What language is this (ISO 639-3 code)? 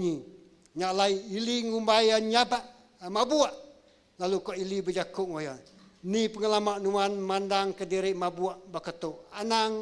iba